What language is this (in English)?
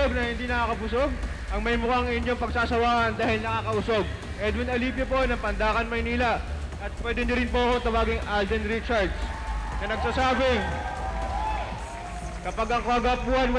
Filipino